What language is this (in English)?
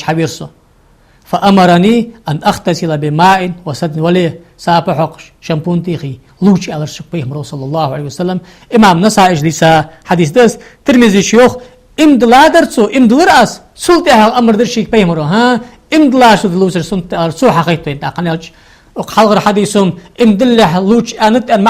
Ingush